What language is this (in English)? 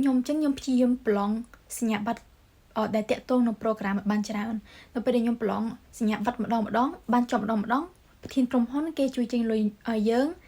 Khmer